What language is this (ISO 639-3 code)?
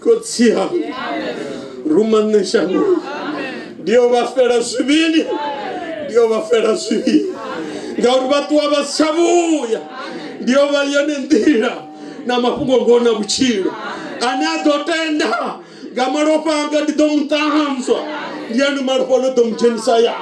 ven